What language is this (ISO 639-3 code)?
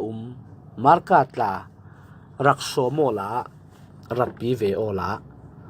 cfm